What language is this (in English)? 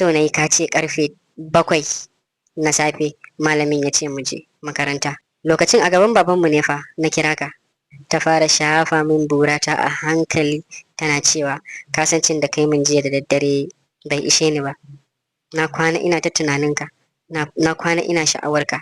Hausa